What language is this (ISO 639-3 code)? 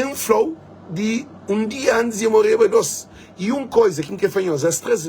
kea